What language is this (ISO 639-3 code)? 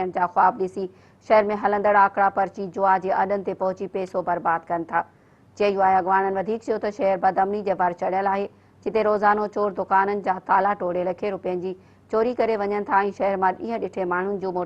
snd